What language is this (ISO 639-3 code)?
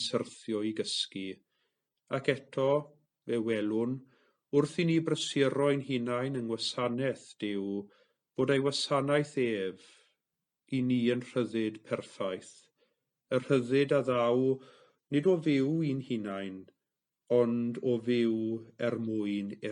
cym